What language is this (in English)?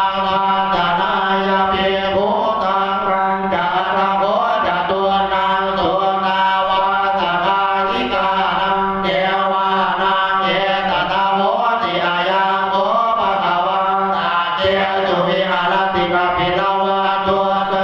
Pali